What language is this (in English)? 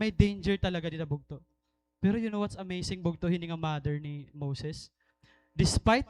Waray